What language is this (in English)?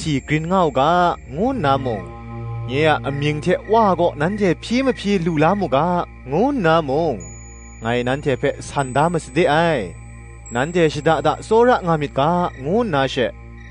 Kachin